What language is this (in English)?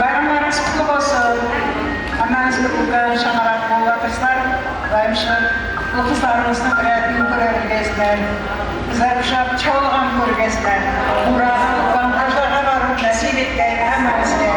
Kara-Kalpak